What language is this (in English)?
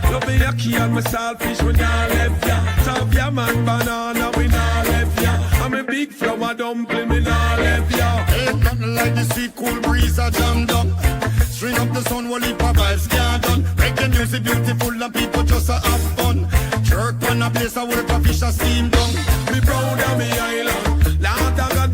Jamaican Creole English